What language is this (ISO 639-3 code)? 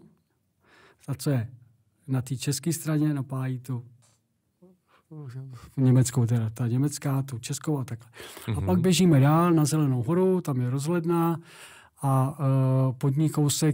ces